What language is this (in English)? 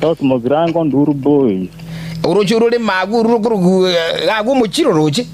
Gusii